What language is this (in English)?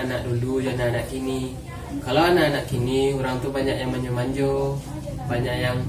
Minangkabau